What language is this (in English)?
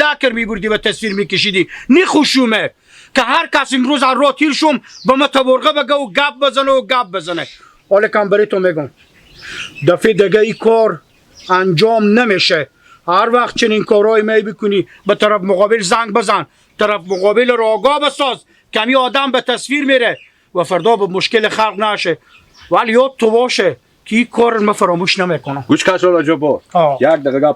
Hazaragi